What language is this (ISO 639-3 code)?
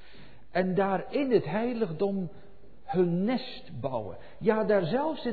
nld